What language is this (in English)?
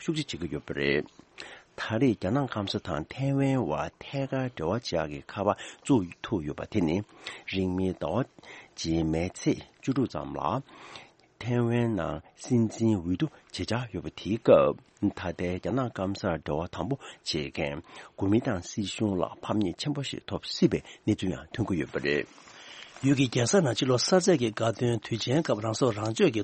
Tibetan